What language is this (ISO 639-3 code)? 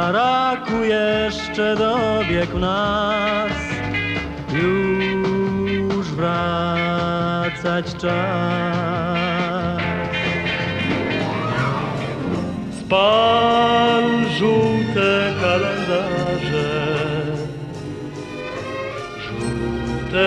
pol